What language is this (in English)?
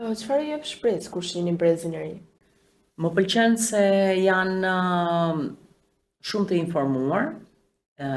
Albanian